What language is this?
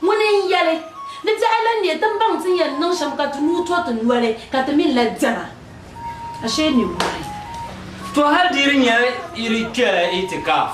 Dagbani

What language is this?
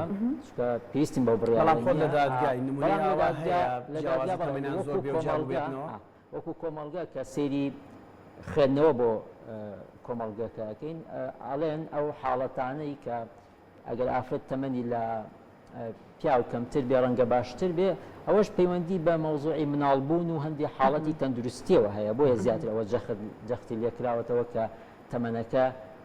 Central Kurdish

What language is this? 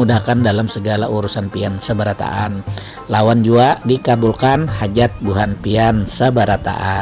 Banjar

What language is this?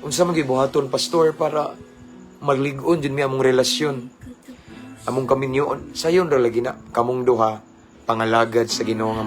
Cebuano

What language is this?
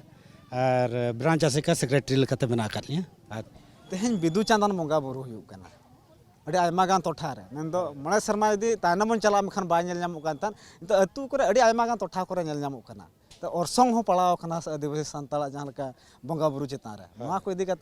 Santali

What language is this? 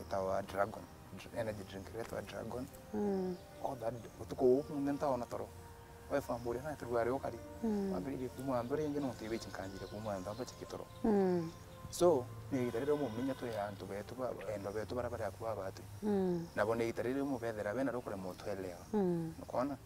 Meru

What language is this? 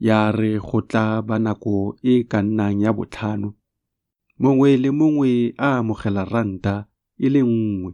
Tswana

